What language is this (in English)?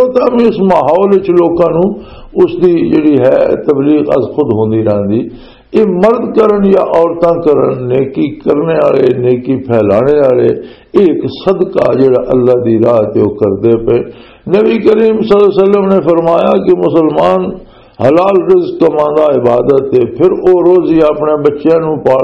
Western Panjabi